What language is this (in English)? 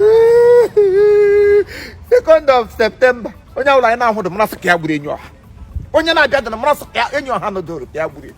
Igbo